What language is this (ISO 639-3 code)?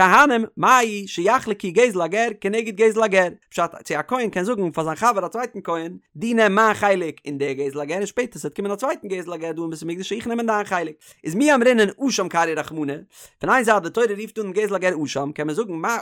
yid